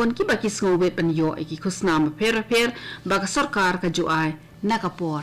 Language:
Khasi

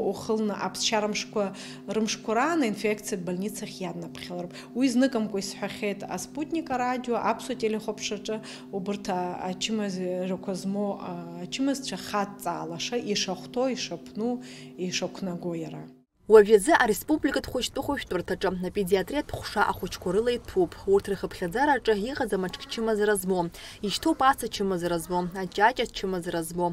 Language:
Abkhazian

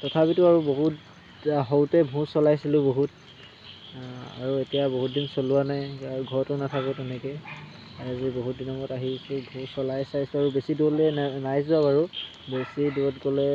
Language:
Assamese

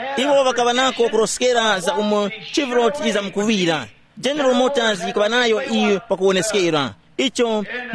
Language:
Tumbuka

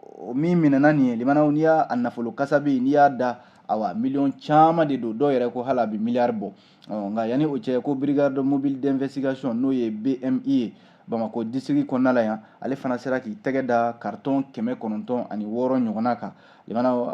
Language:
Bambara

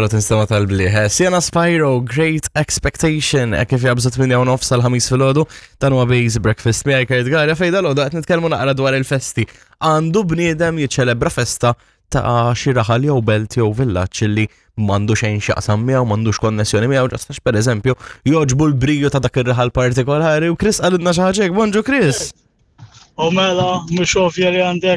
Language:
Maltese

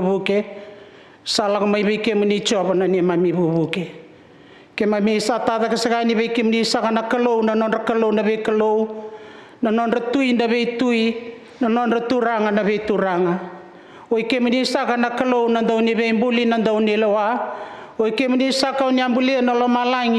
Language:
Fijian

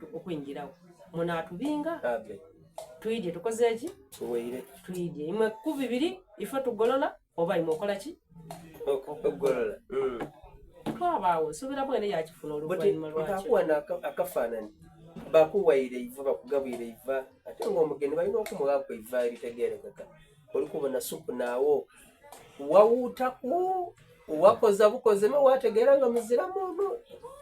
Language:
Soga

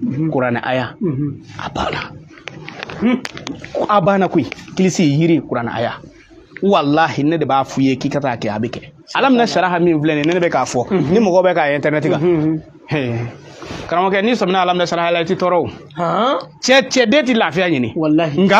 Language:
Bambara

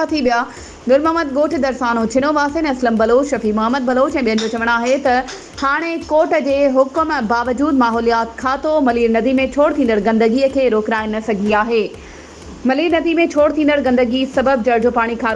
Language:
Sindhi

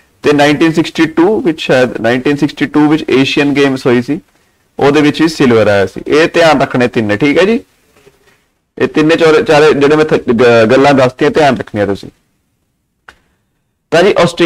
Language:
Punjabi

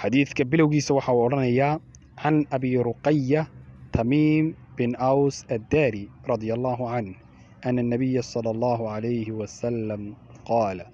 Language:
Somali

